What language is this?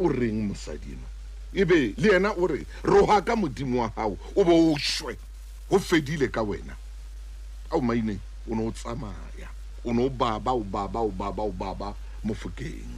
Southern Sotho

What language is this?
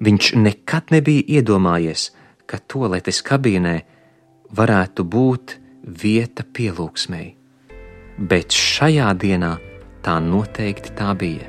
Latvian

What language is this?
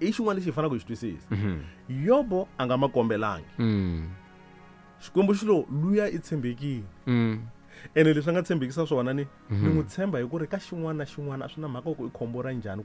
Tsonga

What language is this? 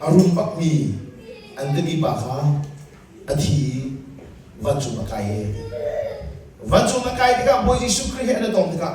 Hakha Chin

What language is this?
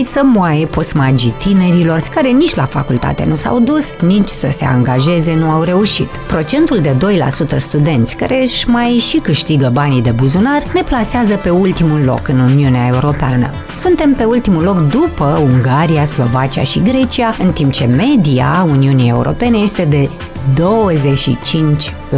Romanian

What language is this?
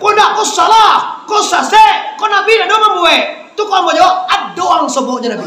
Minangkabau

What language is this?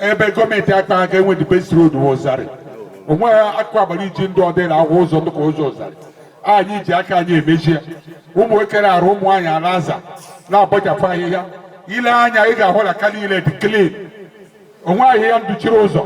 Igbo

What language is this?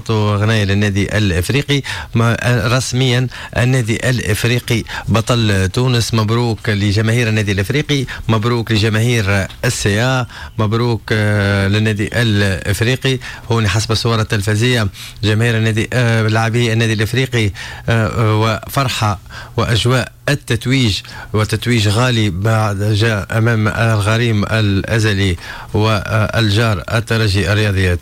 Tunisian Arabic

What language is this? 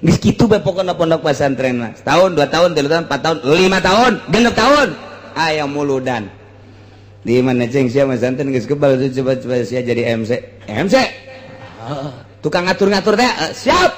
Sundanese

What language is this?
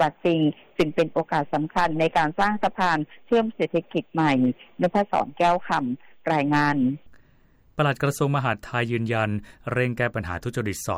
Thai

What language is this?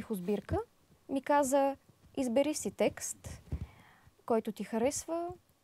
Bulgarian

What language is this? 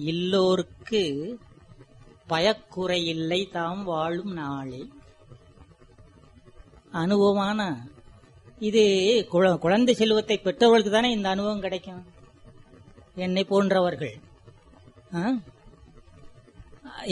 Tamil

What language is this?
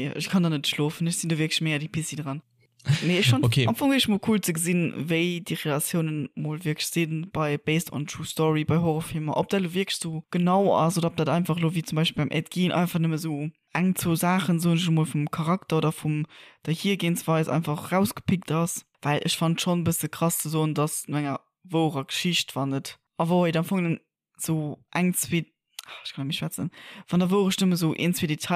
Luxembourgish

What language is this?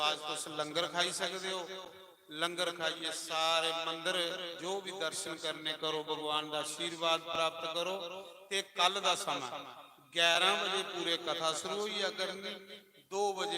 Dogri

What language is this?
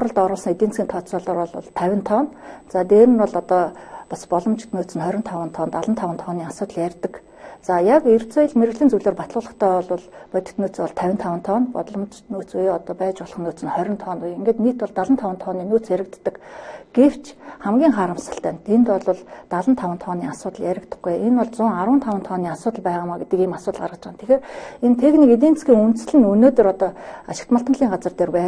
Mongolian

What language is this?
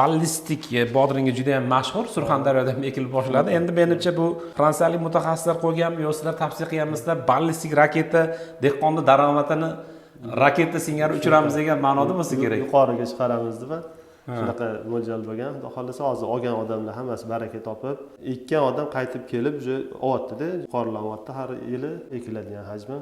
Uzbek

